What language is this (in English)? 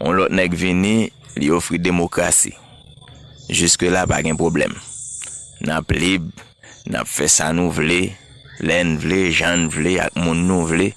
Haitian Creole